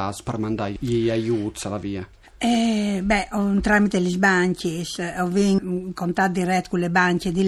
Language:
Friulian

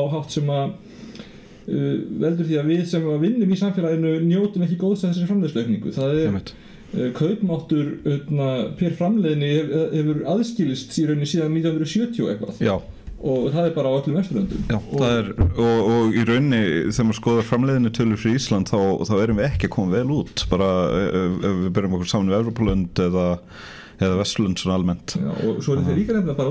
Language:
Icelandic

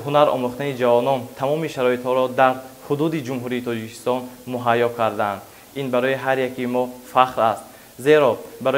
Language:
Tajik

